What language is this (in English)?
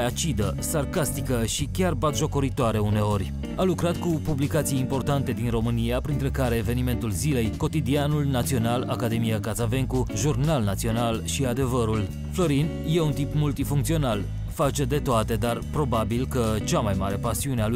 Romanian